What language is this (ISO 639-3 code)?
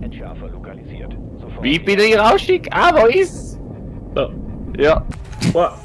bar